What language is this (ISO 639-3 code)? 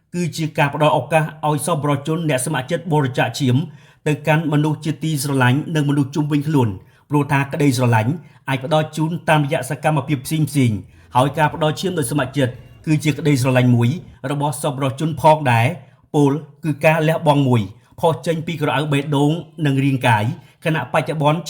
khm